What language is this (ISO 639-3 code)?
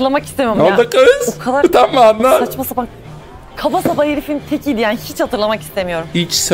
tur